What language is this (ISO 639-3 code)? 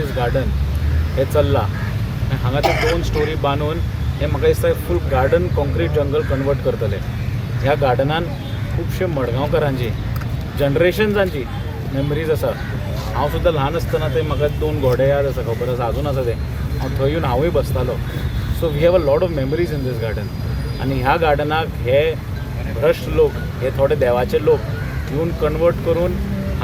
kok